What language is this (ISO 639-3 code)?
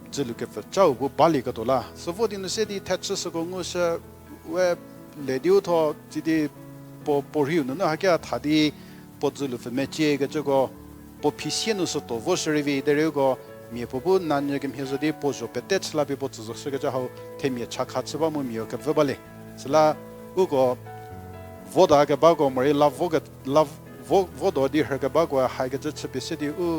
njm